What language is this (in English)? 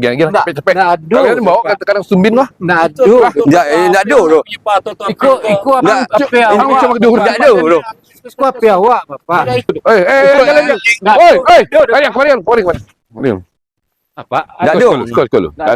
Minangkabau